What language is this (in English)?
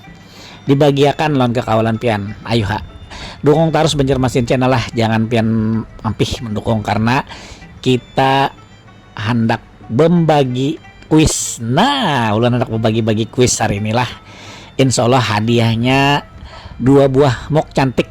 Banjar